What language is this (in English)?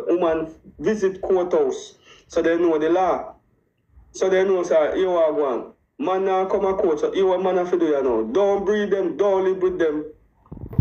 Jamaican Creole English